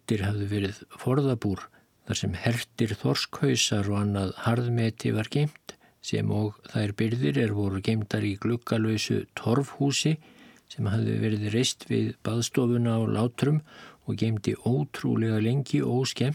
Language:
Icelandic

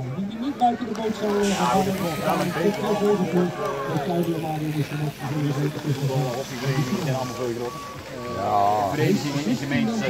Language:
Dutch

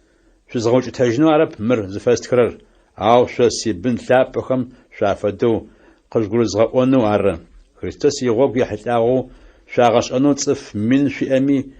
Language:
Adyghe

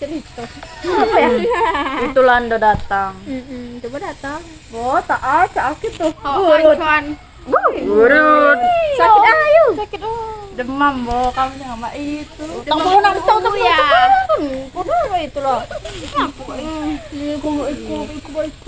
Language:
Musi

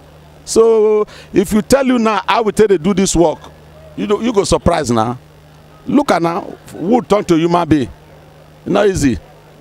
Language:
Nigerian Pidgin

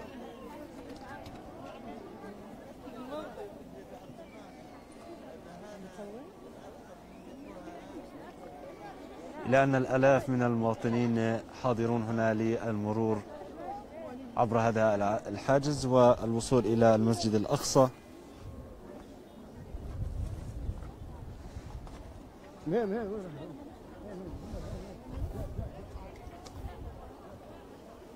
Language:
Arabic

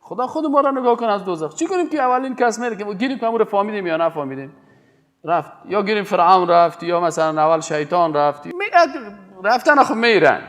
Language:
Persian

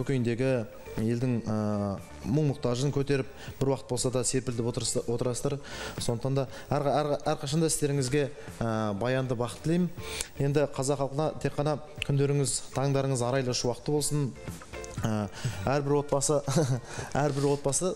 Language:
Kazakh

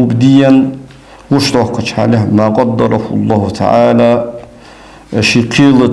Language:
Ingush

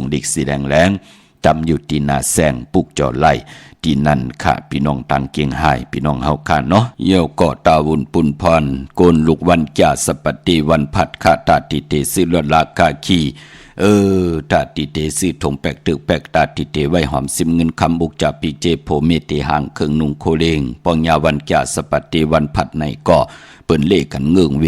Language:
Shan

